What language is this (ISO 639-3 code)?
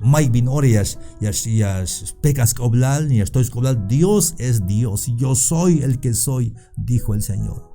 tzh